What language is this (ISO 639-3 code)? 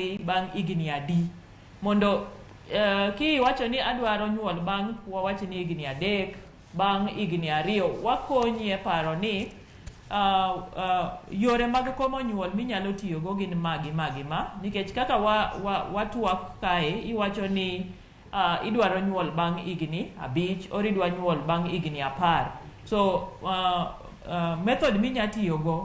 luo